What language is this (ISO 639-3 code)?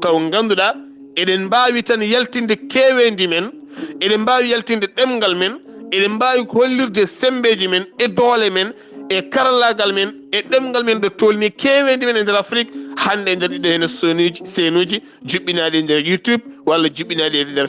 ful